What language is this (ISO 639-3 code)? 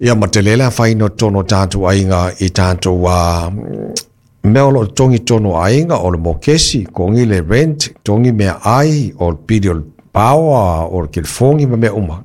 smo